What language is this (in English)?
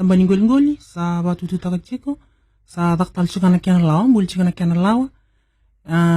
Fijian